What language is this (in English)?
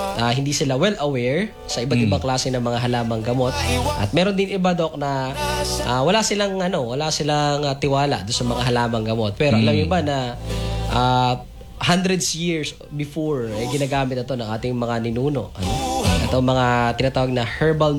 Filipino